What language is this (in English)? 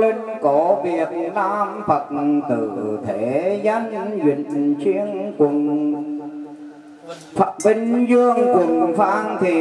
Vietnamese